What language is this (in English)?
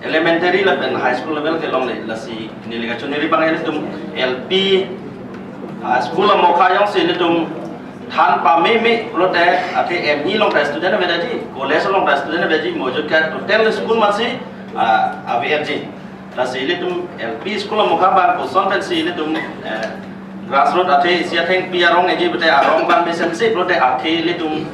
Karbi